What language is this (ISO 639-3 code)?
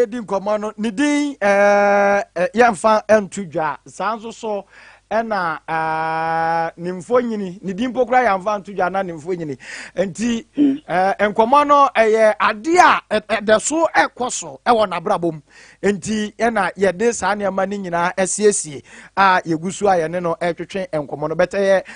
aka